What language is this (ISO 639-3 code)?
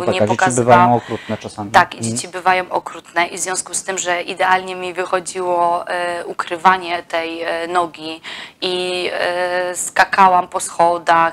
pol